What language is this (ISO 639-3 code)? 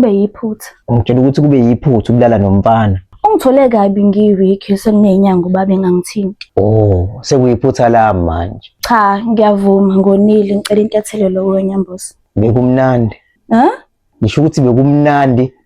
zul